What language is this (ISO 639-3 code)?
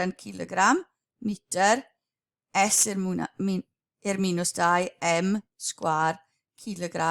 cym